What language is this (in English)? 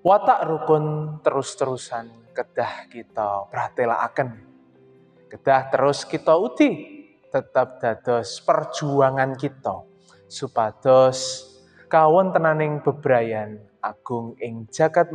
Javanese